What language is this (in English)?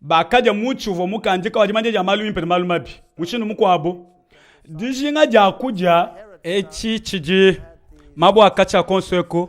Luba-Lulua